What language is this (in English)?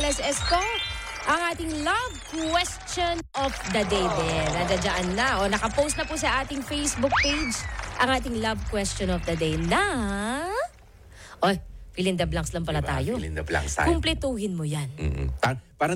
Filipino